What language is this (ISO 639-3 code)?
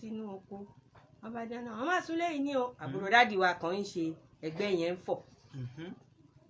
yor